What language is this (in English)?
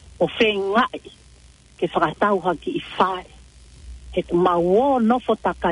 Tongan